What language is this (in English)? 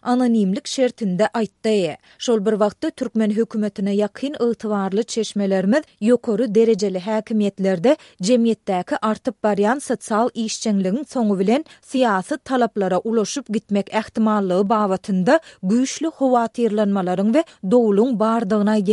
Turkmen